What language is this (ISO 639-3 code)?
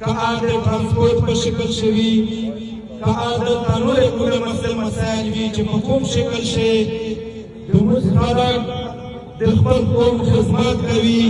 pus